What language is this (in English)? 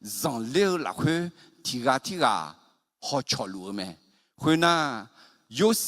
Akha